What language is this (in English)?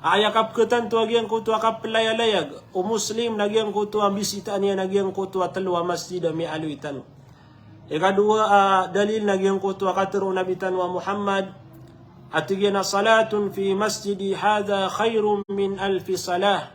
Maranao